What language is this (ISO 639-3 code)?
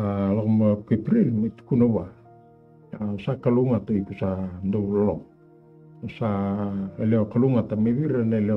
fij